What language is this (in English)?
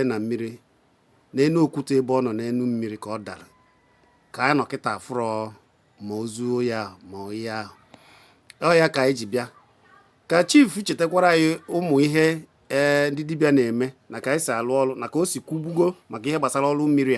Igbo